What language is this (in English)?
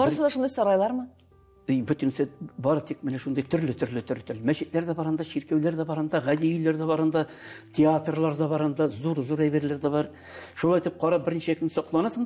Tatar